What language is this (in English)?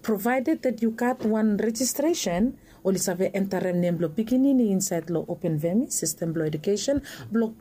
Bislama